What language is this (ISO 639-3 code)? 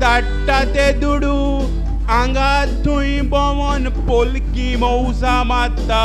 kok